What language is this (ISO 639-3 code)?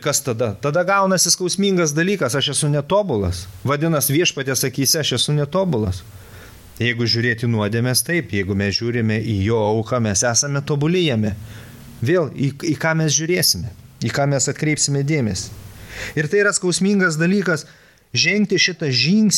lit